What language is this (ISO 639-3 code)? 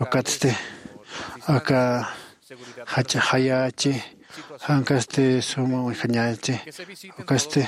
aym